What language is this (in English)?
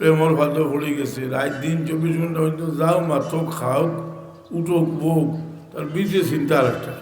Sylheti